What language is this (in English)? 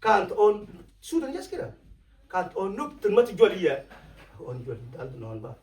Mabaan